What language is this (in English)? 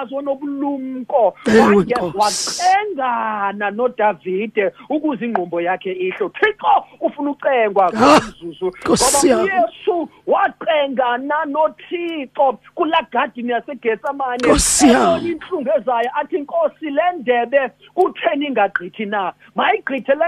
Xhosa